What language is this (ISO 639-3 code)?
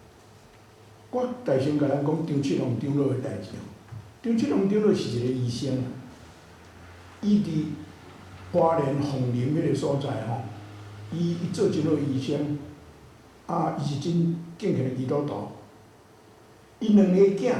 nan